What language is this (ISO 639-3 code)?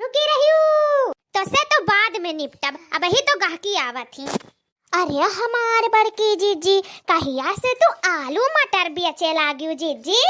awa